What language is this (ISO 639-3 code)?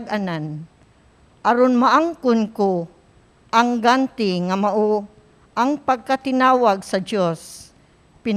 ceb